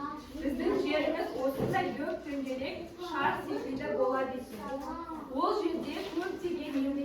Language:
Kazakh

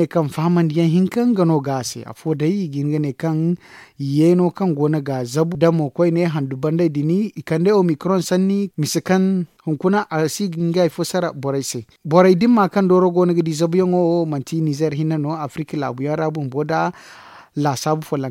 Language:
Zarma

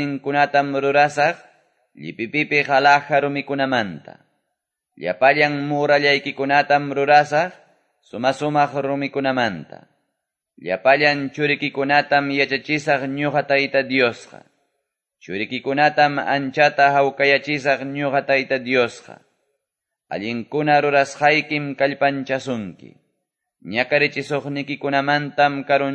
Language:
Quechua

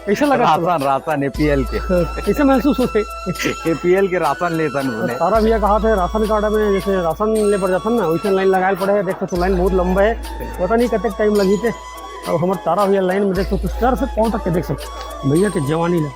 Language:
Chhattisgarhi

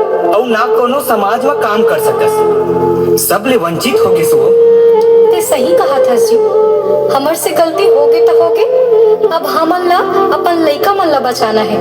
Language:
Chhattisgarhi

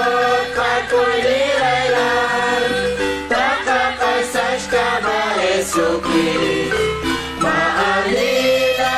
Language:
Kekchí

